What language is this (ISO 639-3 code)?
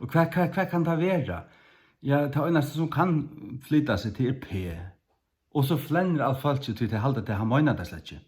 fao